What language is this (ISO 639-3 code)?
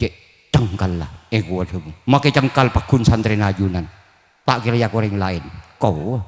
mad